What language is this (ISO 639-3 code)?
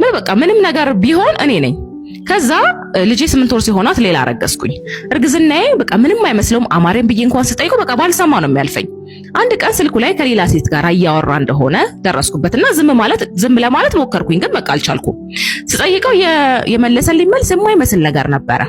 amh